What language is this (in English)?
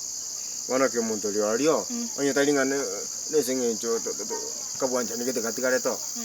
Gusii